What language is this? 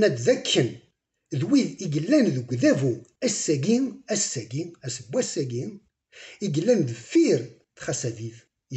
Kabyle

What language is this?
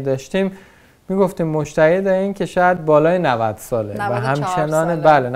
Persian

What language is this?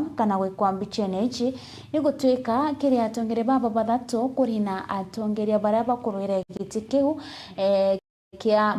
Meru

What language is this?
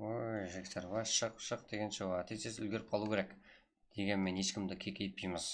Kara-Kalpak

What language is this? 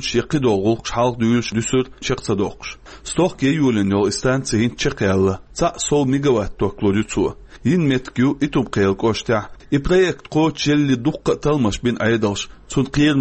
Chechen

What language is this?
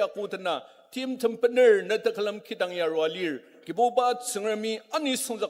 Ao Naga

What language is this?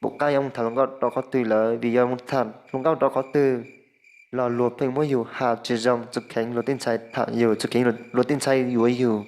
Hmong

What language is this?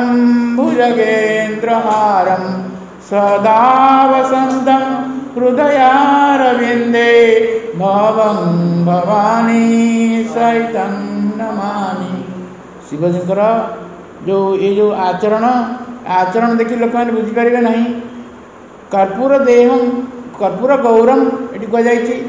Odia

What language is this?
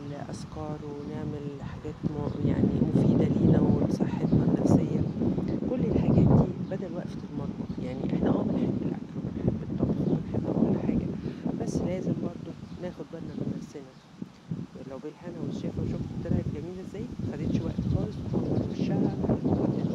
Egyptian Arabic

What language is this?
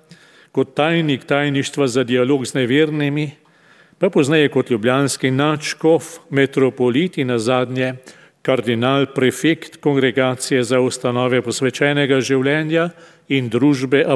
Slovenian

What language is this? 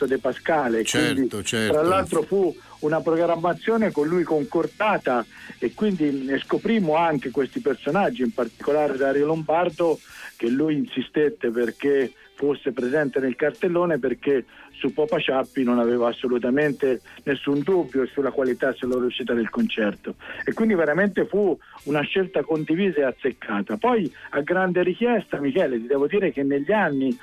Italian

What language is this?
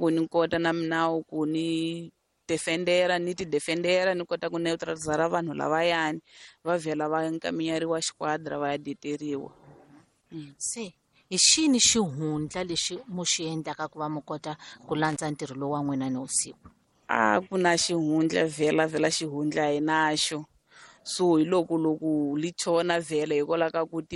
Tsonga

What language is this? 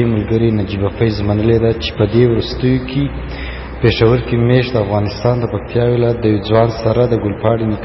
Pashto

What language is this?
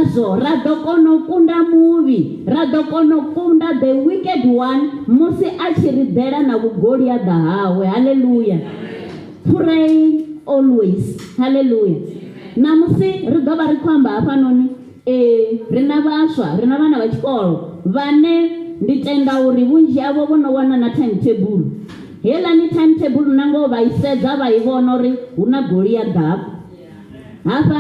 Venda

